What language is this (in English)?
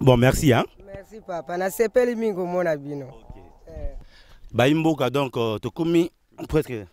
Lingala